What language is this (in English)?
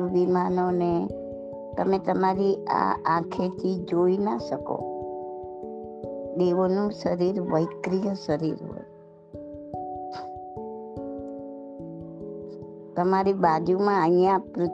Gujarati